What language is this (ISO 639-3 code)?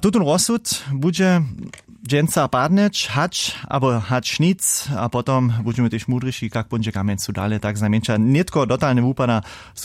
hsb